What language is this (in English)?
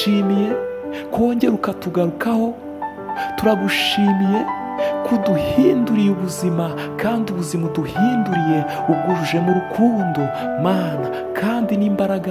Kinyarwanda